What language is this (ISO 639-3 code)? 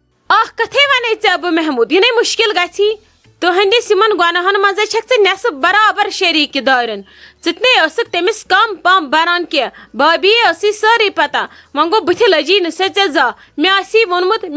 kas